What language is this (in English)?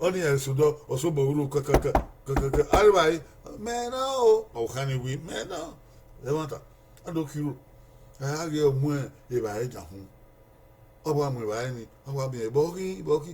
Bini